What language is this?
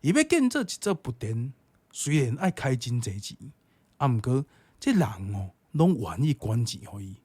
Min Nan Chinese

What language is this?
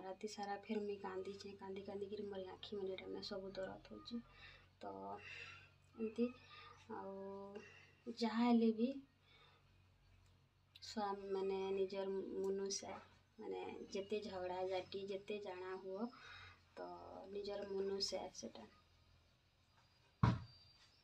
Sambalpuri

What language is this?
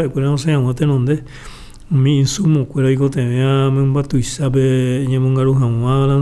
Guarani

